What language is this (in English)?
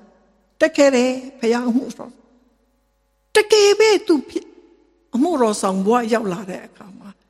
Burmese